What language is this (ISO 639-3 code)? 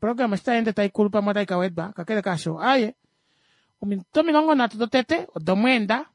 kua